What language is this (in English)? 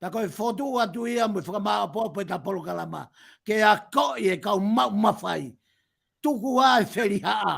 Tongan